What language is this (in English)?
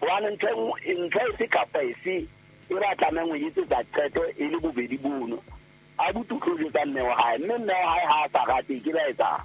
Southern Sotho